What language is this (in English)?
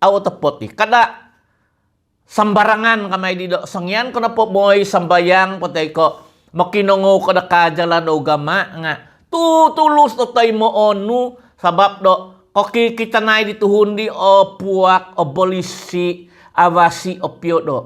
Central Dusun